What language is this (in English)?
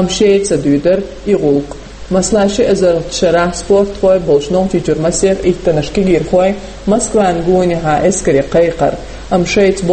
Chechen